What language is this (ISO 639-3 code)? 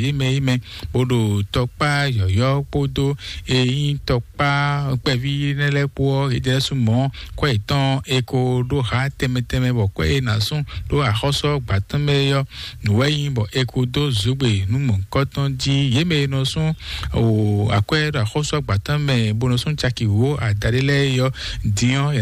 fon